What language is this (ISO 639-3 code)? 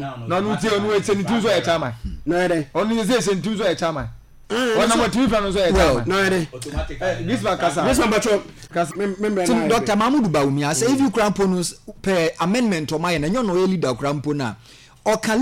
aka